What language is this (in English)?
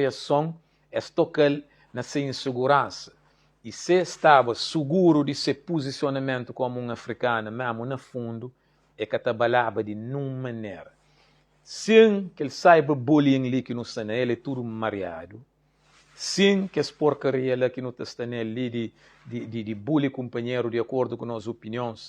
Kabuverdianu